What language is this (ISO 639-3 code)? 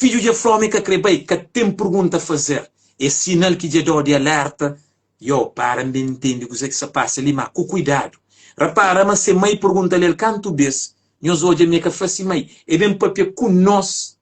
kea